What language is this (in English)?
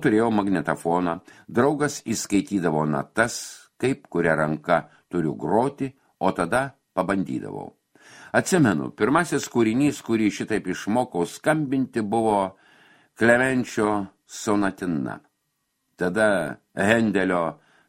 Lithuanian